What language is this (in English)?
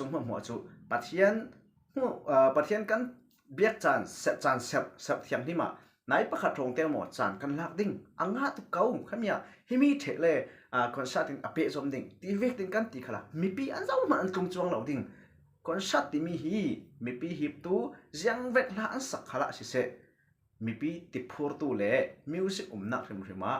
Falam Chin